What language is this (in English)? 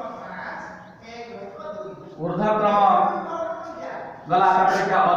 Odia